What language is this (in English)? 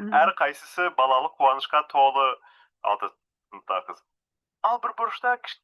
Kazakh